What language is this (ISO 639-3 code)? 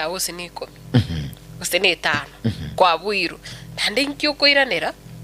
guz